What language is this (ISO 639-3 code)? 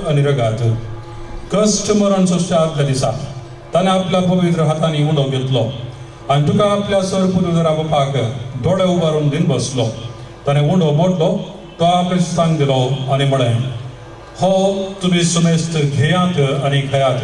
kok